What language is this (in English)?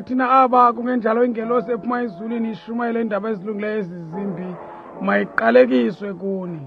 Xhosa